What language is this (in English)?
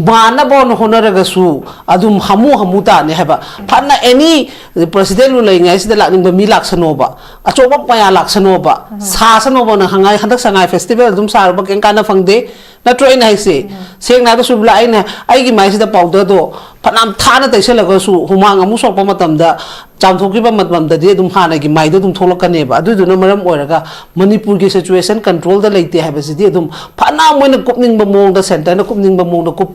Manipuri